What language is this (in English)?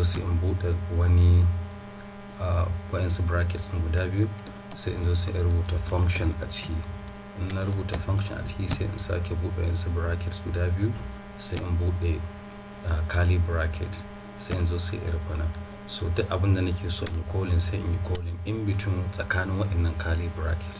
Hausa